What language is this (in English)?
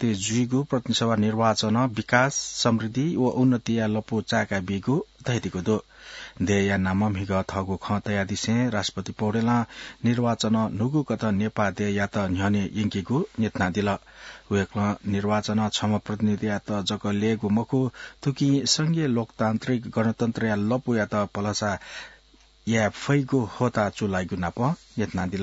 Newari